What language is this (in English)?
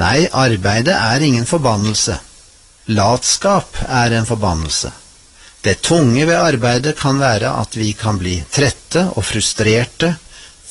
Norwegian